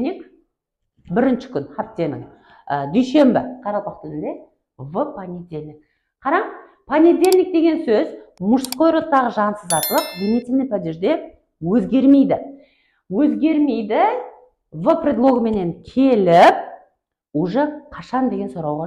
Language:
Kara-Kalpak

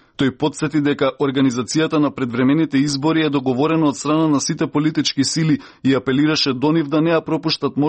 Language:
Macedonian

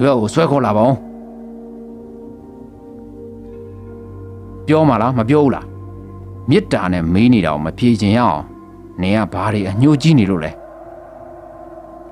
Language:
Burmese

